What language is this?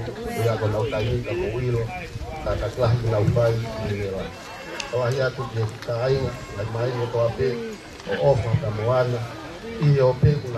Tongan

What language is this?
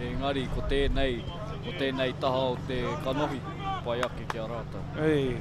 Māori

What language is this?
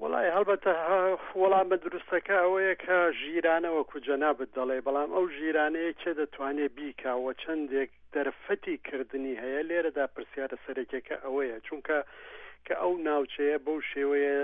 Central Kurdish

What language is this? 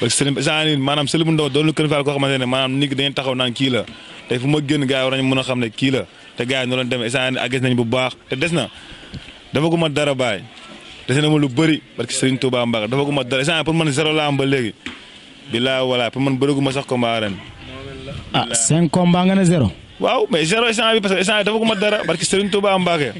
Wolof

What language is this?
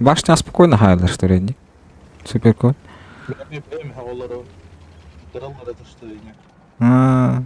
Yakut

